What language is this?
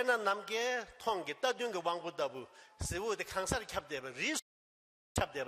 Tibetan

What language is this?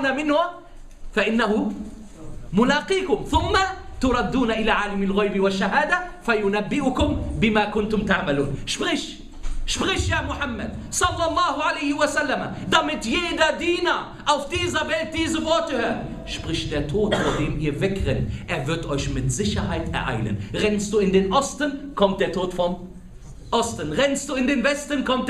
German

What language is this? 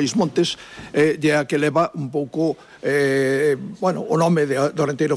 Galician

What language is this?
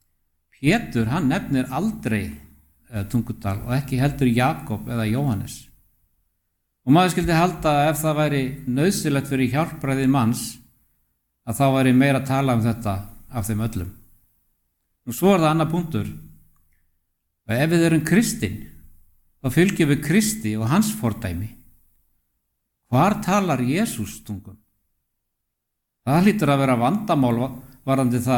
Icelandic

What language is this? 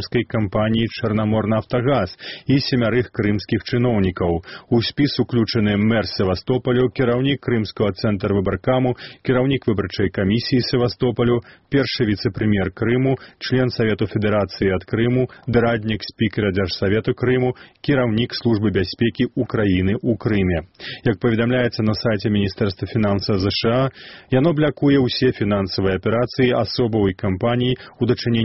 Belarusian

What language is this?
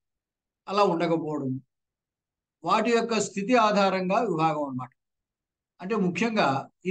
Telugu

